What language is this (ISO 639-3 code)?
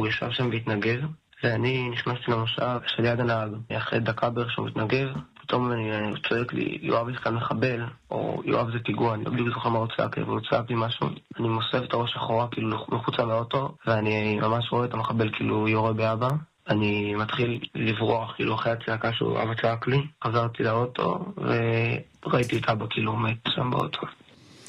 heb